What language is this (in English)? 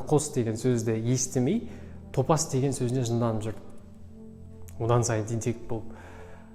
Kazakh